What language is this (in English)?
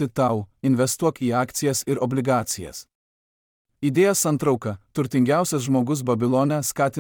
Lithuanian